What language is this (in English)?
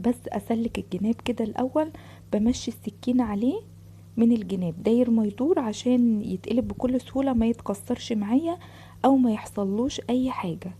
Egyptian Arabic